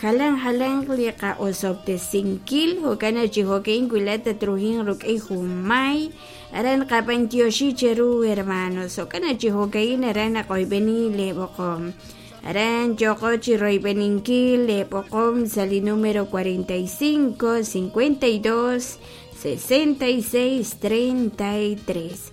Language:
Kekchí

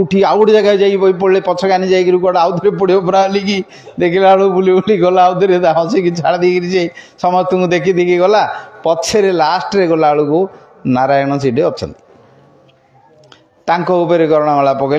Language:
Odia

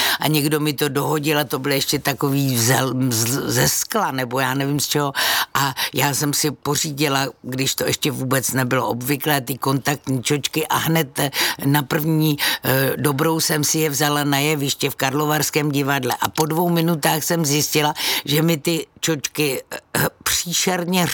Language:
Czech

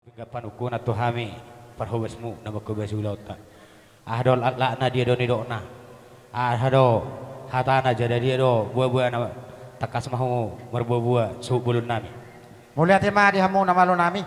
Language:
Batak Toba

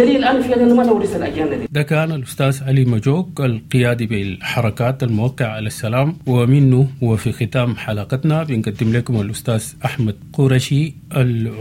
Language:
Sudanese Arabic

